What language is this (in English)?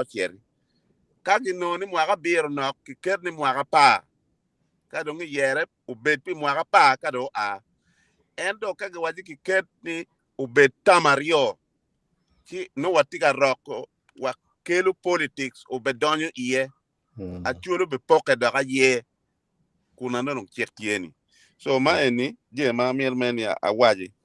Acoli